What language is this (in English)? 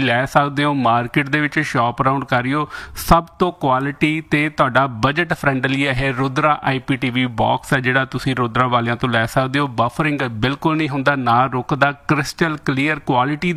Punjabi